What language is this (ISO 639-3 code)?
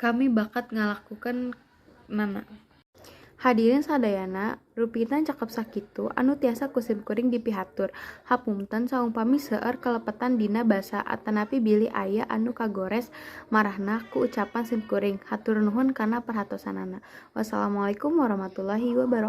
sun